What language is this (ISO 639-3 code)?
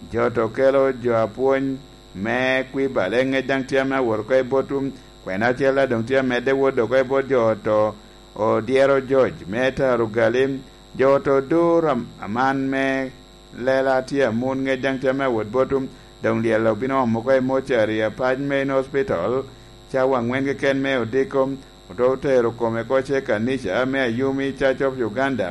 laj